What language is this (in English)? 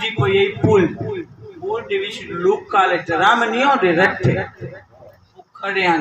Saraiki